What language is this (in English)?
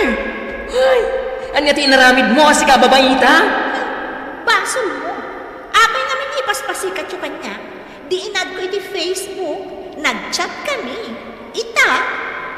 Iloko